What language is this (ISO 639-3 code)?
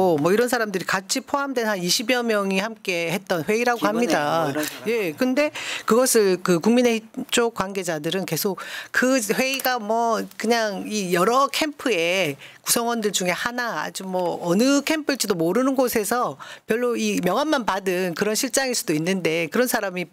kor